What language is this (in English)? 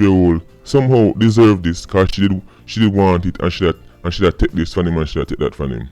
Jamaican Creole English